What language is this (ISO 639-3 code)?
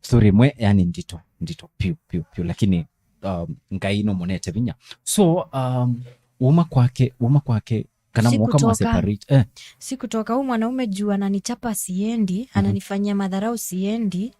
kam